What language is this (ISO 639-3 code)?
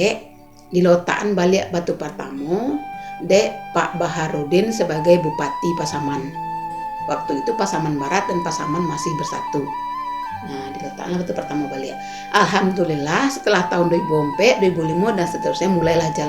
min